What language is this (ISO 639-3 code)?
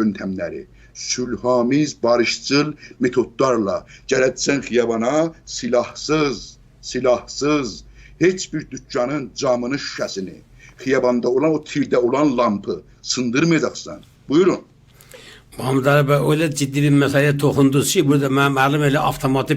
azb